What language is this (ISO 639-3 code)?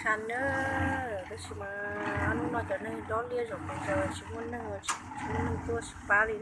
hmn